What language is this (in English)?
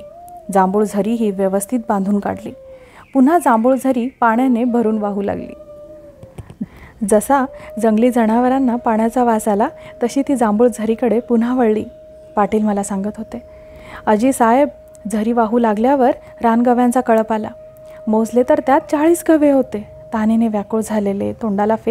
Marathi